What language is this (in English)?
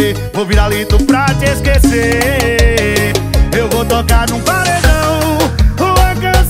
Portuguese